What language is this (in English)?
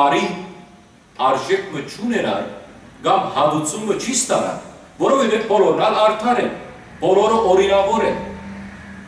Western Armenian